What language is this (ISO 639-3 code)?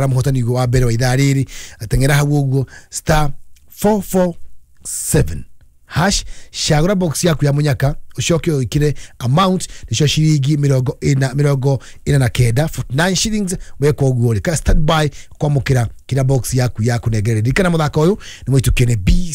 kik